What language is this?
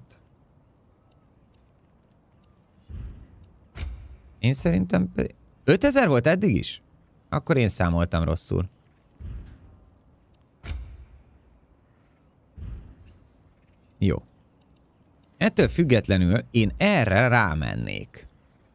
Hungarian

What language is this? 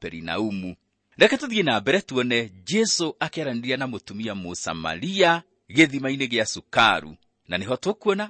Kikuyu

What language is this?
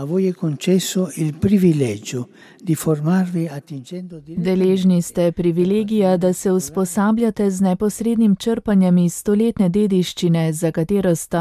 Slovenian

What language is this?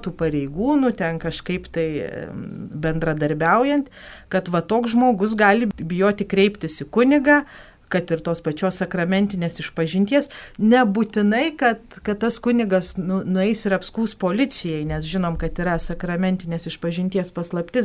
Lithuanian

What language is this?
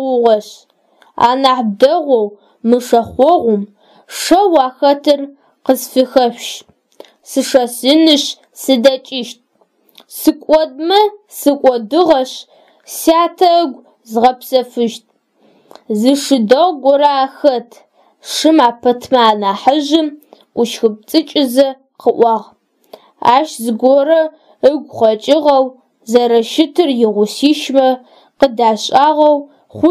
Adyghe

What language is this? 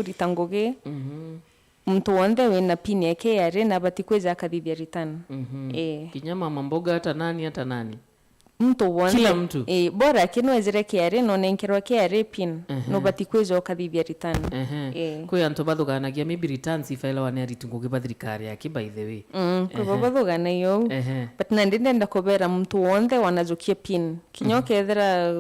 Meru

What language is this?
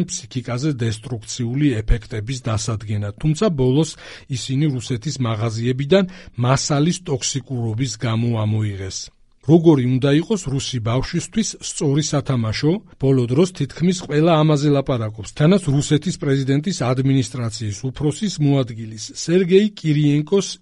Georgian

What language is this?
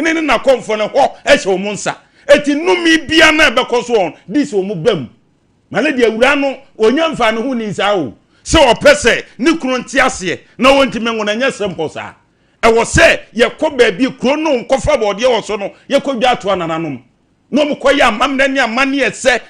Akan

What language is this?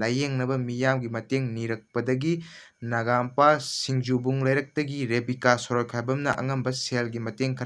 Manipuri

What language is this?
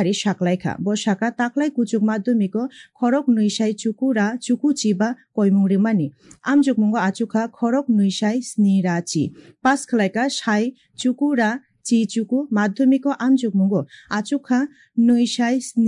Kok Borok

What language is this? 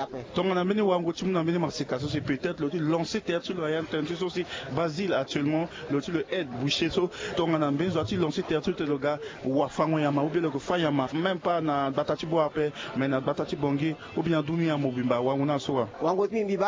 Sango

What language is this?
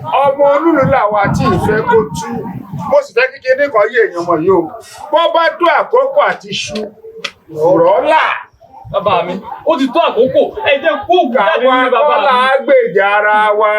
Yoruba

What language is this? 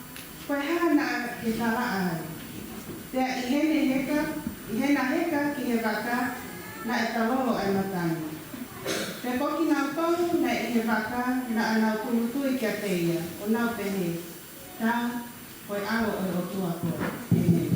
Tongan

